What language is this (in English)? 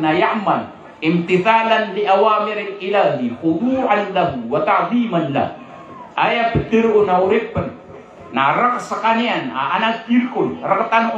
Maranao